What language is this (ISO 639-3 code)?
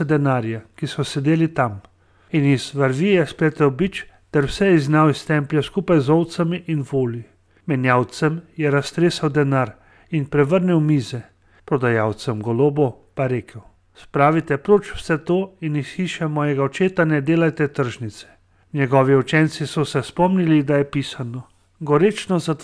slv